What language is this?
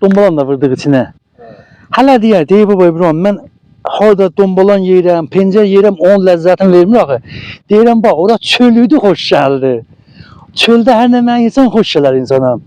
South Azerbaijani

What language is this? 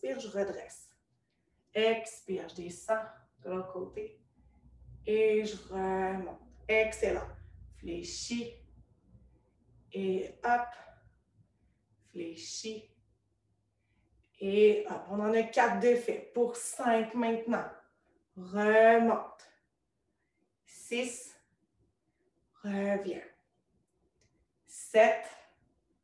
French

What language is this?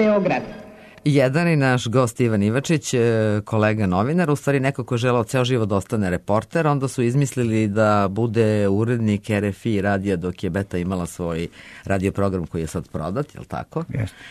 Serbian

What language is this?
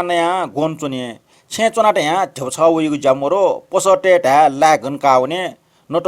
Newari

